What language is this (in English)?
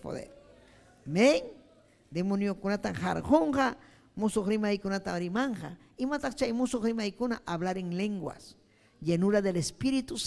Ayacucho Quechua